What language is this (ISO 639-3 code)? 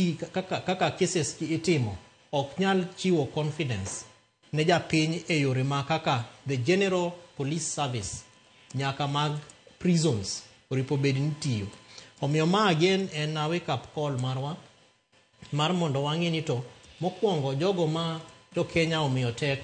luo